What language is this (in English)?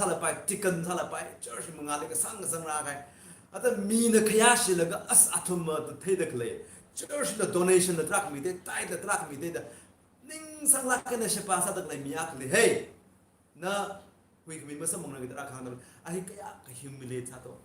Tangkhul Naga (India)